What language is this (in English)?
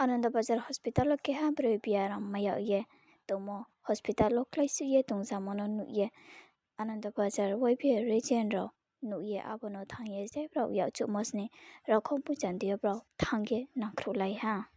Riang (India)